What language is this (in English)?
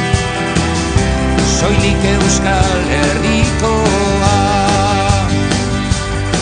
Basque